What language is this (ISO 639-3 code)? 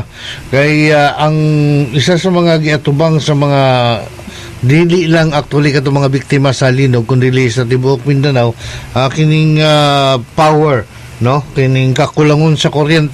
ceb